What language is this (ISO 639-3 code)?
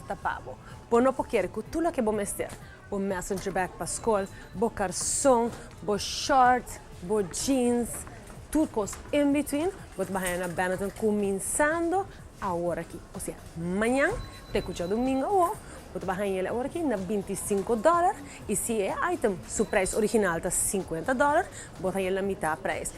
pap